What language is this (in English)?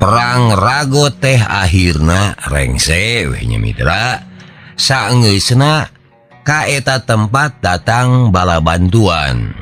Sundanese